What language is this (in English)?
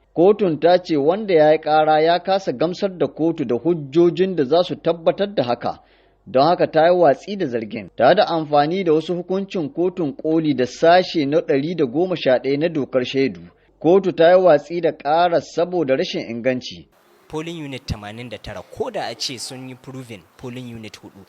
Hausa